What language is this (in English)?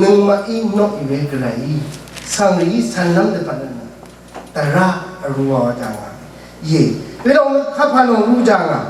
Rawang